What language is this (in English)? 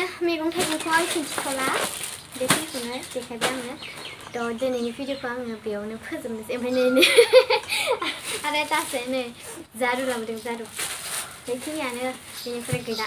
Bodo